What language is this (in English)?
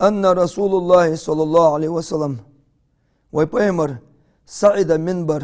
Ingush